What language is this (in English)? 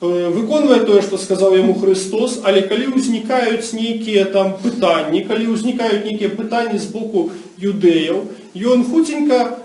Belarusian